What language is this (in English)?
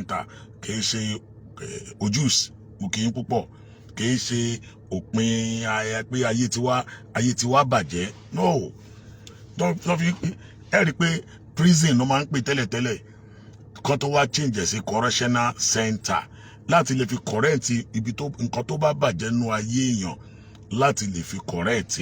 Yoruba